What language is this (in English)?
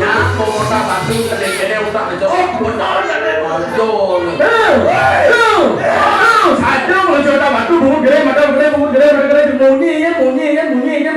Balinese